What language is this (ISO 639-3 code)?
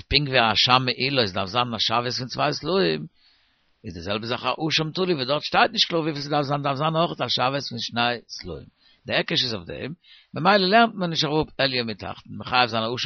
yid